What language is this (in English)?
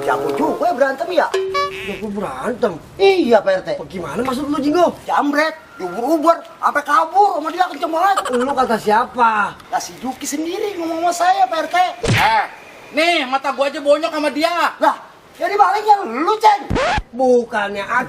Betawi